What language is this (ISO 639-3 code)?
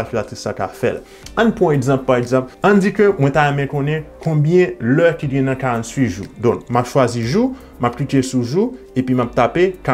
hat